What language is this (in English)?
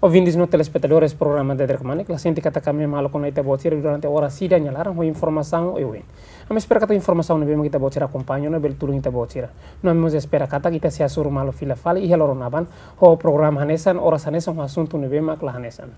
Tetum